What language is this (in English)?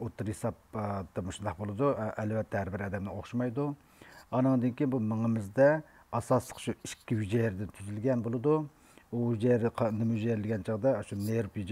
Uyghur